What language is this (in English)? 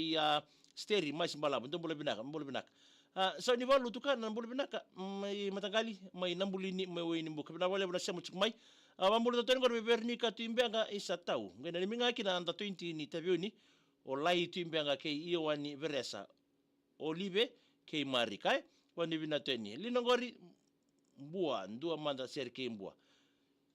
Fijian